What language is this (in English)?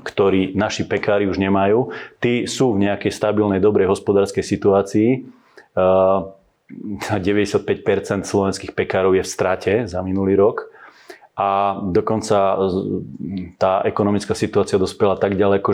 Slovak